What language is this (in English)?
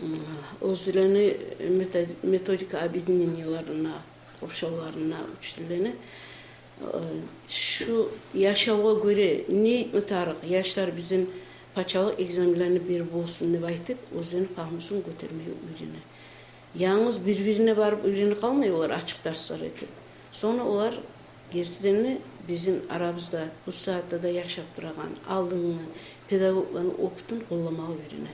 Kumyk